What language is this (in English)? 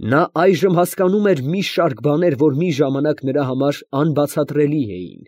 Armenian